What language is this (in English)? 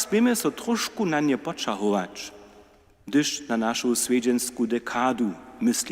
Upper Sorbian